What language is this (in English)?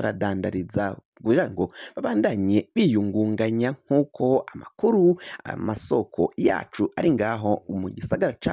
Rundi